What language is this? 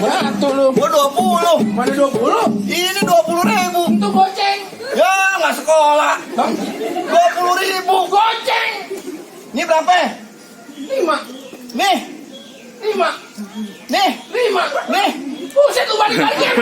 Betawi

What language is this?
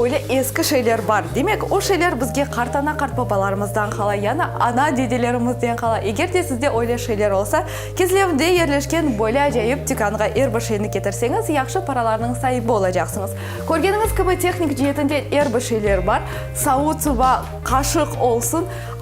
Crimean Tatar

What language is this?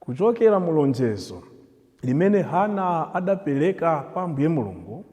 Nyanja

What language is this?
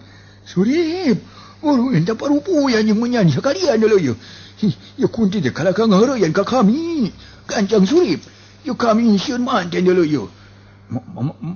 Sundanese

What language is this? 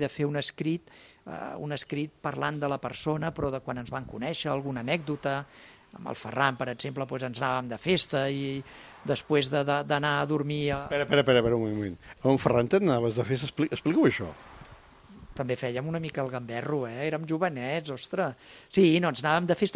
Catalan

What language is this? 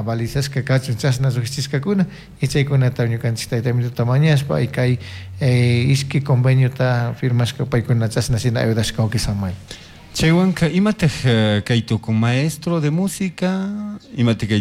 Chimborazo Highland Quichua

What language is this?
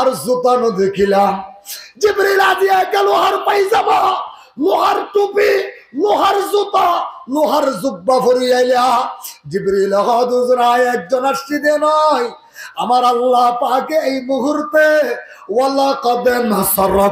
Rohingya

